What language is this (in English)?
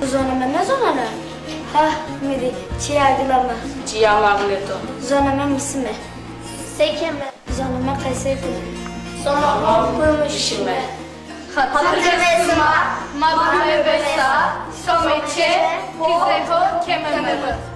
Zaza